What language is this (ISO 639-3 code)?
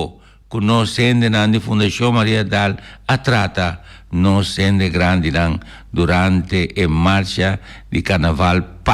pap